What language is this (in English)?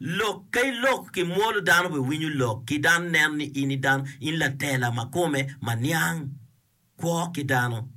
Acoli